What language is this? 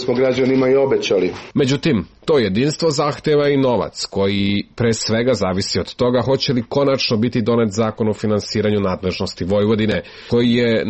Serbian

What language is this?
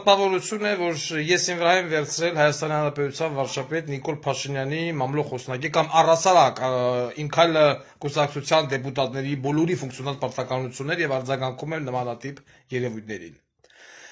Armenian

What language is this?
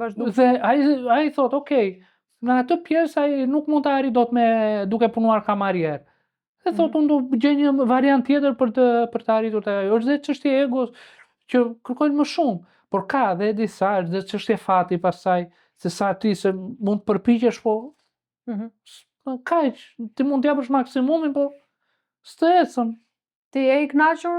Albanian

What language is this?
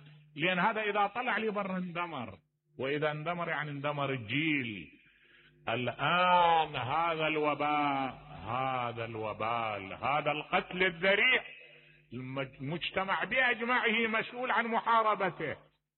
Mesopotamian Arabic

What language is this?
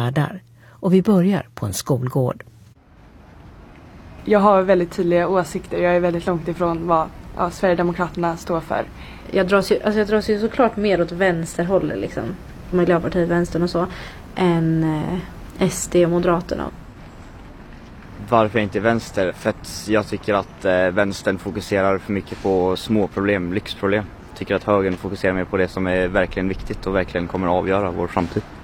Swedish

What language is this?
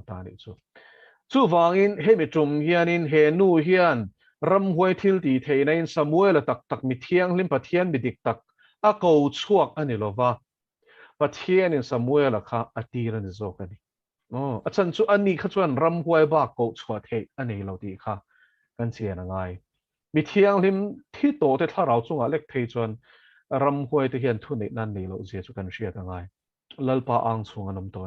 Mizo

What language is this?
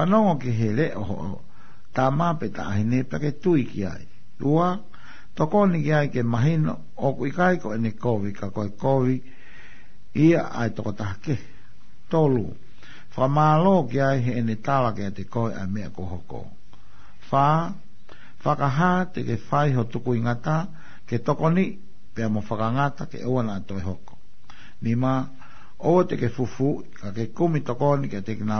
Tongan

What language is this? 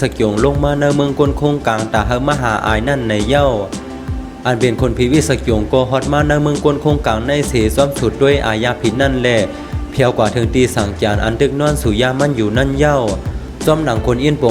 Shan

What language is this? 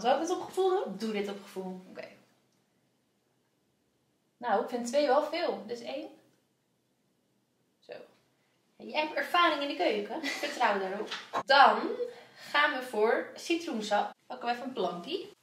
Dutch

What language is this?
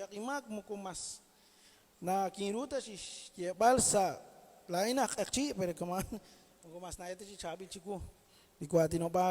Kekchí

